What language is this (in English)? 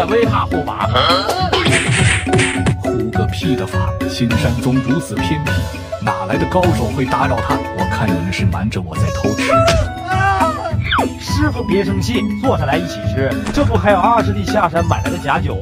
Chinese